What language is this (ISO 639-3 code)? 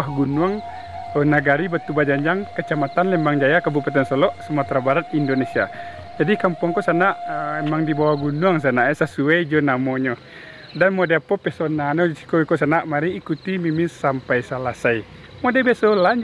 min